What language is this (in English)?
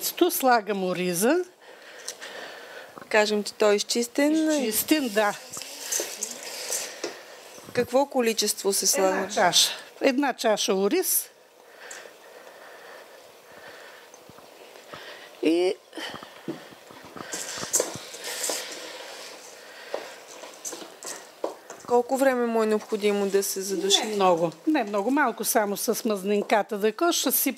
Bulgarian